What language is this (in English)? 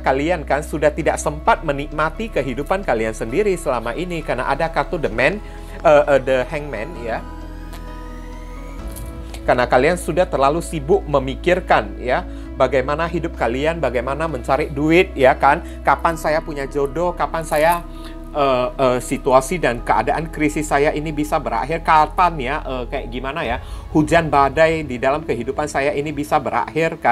Indonesian